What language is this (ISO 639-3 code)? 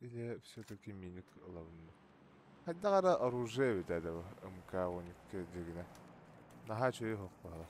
sah